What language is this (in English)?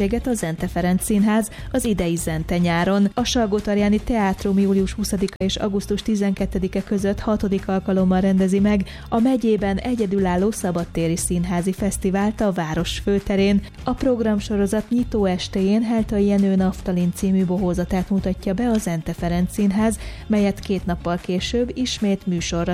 Hungarian